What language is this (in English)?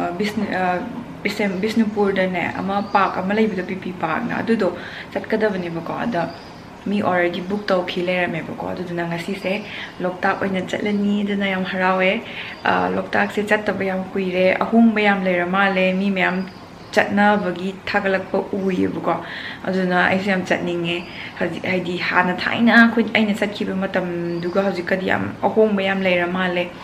Manipuri